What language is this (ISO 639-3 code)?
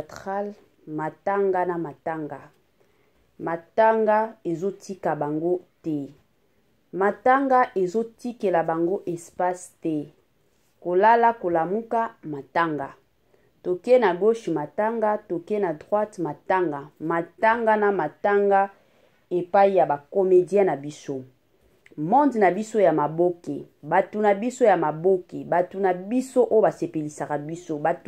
lin